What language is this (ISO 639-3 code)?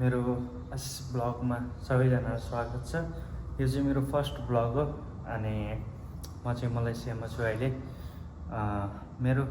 nep